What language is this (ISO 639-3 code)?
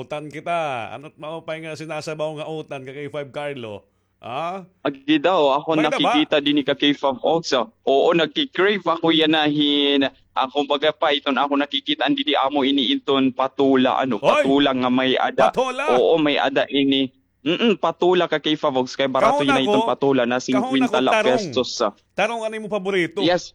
war